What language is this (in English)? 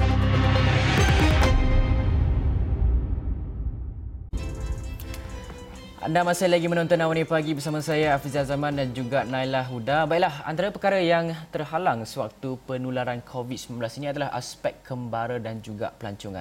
Malay